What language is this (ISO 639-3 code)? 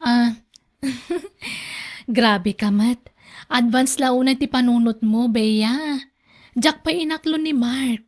ilo